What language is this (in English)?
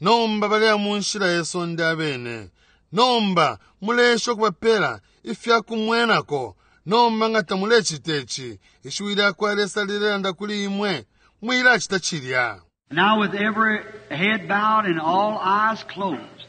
Bemba